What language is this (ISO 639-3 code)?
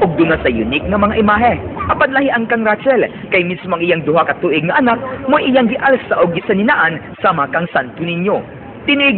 ceb